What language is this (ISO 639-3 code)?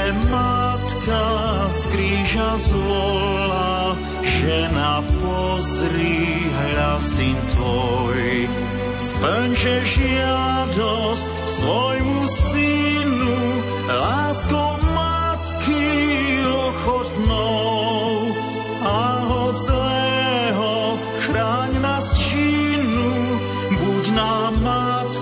slk